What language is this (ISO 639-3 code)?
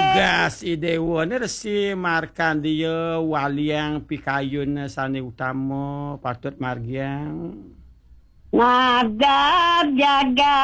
ban